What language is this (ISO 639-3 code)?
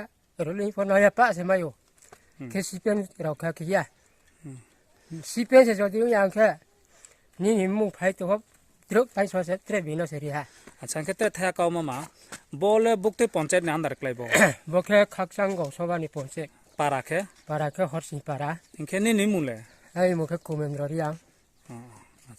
ria